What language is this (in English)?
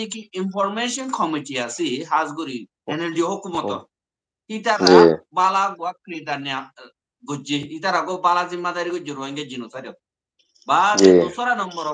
Rohingya